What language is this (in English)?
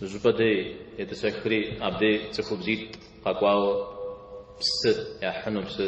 Kabardian